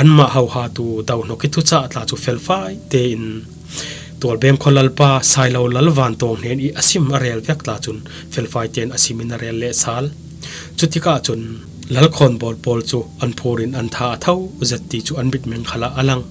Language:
Falam Chin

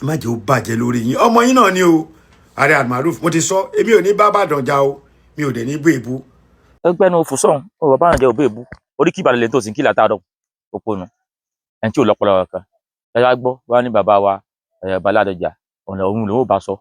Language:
Yoruba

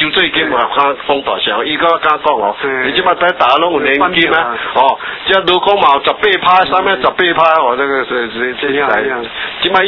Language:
Min Nan Chinese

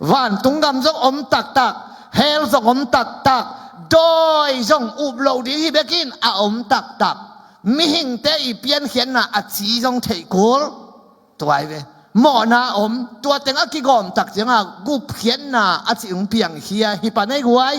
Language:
Tedim Chin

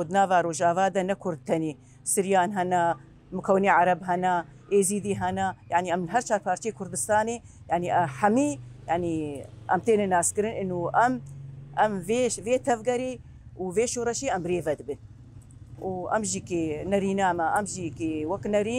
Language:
Kurdish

